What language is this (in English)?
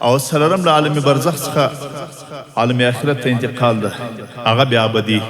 Pashto